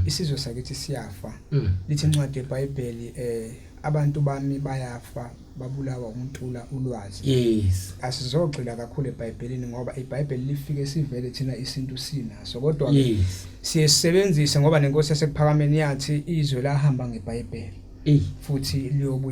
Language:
Zulu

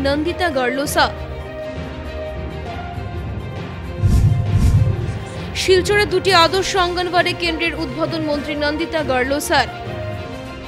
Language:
Bangla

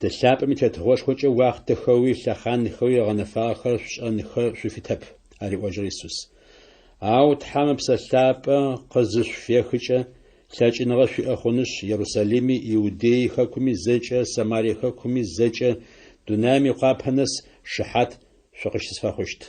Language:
Adyghe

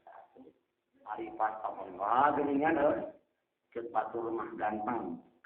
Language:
Sundanese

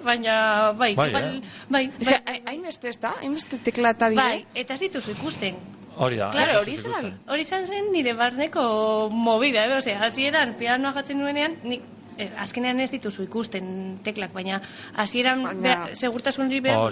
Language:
Basque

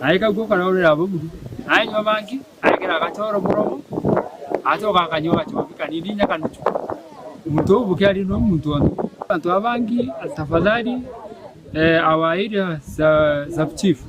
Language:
Meru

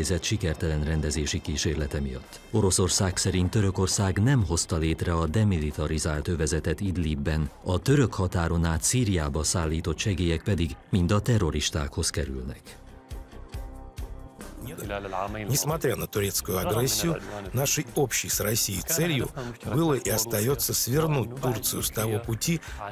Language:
Hungarian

